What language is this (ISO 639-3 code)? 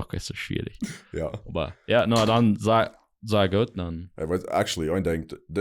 pdt